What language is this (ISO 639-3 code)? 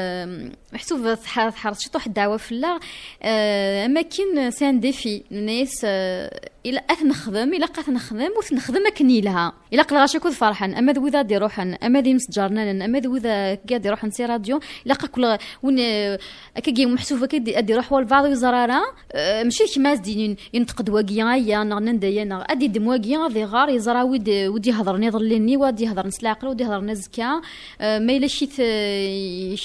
kab